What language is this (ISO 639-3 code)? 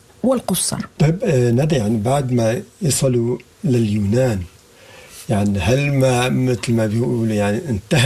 apd